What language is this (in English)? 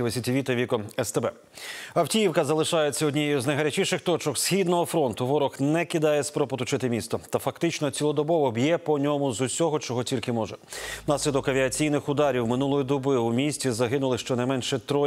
Ukrainian